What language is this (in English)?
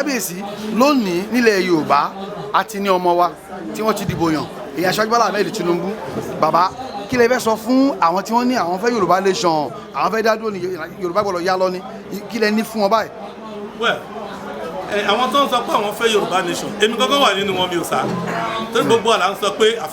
Yoruba